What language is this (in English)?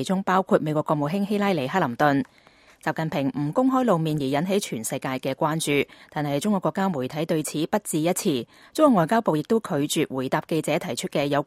Cantonese